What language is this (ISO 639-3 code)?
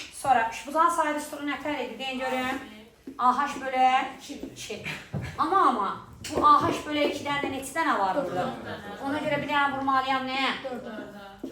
aze